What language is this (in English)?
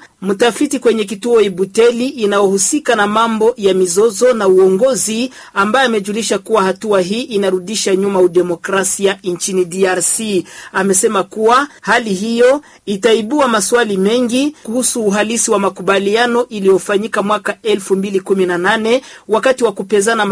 Swahili